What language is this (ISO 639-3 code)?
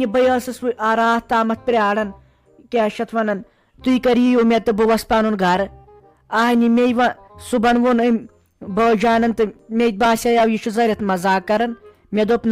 kas